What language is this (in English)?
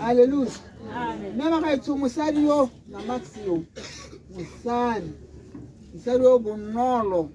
Tswana